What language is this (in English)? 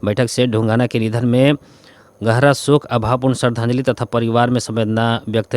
Bhojpuri